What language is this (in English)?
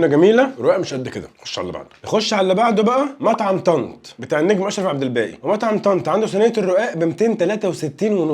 Egyptian Arabic